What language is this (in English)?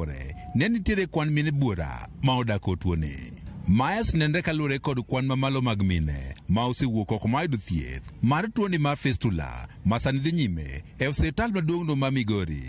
Luo (Kenya and Tanzania)